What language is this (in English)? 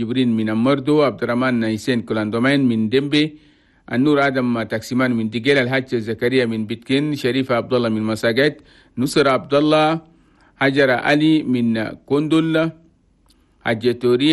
Chadian Arabic